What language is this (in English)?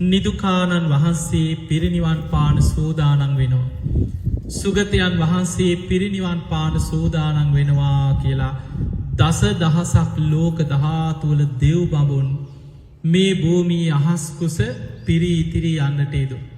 Sinhala